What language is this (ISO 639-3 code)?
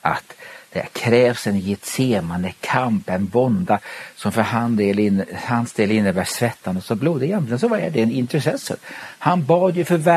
swe